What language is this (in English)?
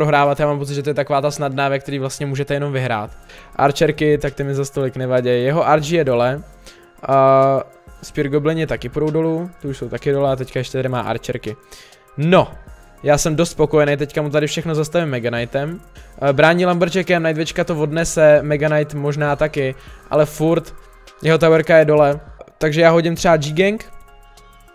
Czech